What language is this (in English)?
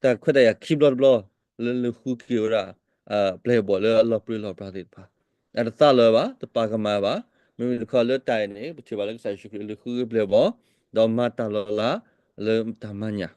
S'gaw Karen